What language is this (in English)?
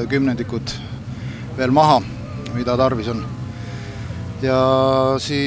Estonian